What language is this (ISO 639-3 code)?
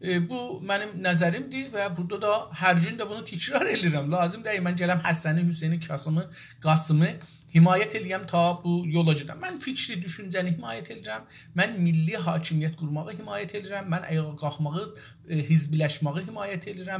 azb